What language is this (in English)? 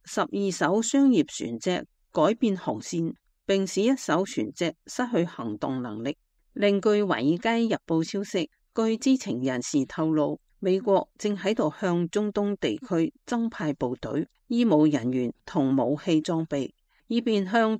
Cantonese